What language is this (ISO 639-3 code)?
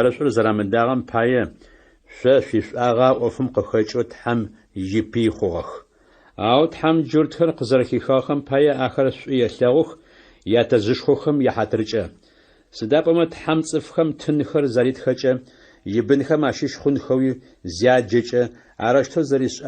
ady